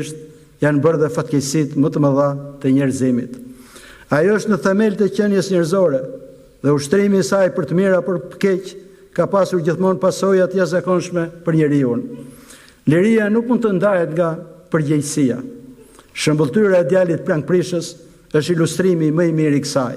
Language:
Albanian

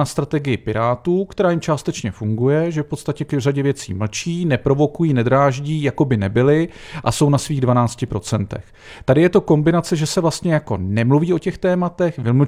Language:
Czech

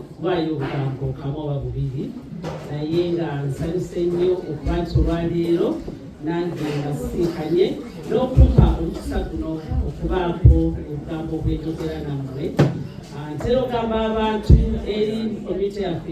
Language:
Ganda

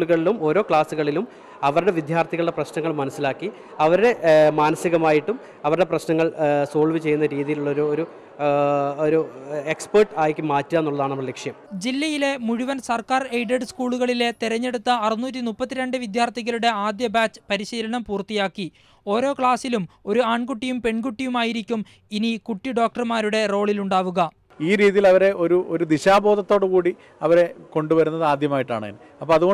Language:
Malayalam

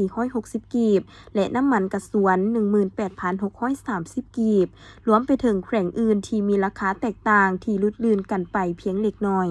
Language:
Lao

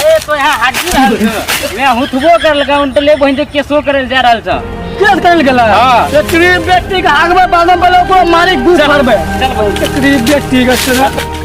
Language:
Maithili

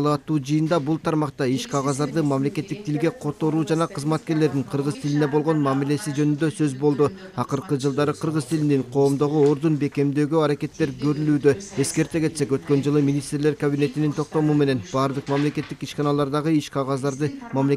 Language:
Kyrgyz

